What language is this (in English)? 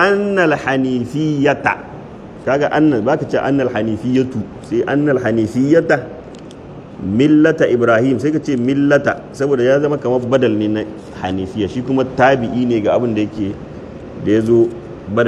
Hausa